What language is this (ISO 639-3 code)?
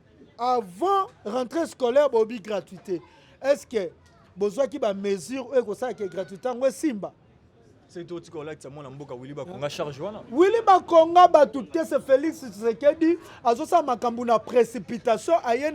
lin